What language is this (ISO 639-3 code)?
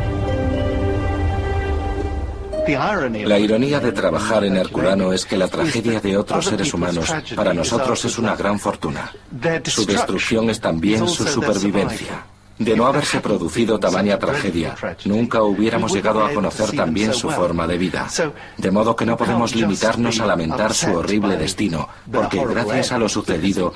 spa